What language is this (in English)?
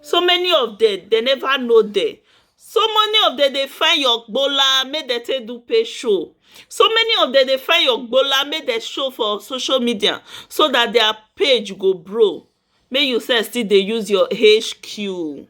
Nigerian Pidgin